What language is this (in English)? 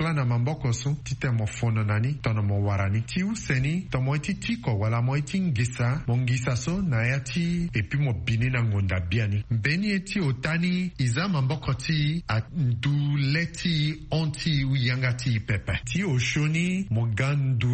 Sango